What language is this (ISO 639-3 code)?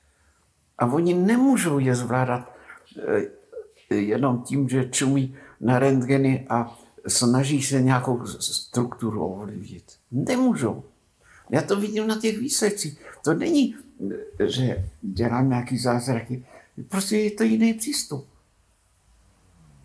ces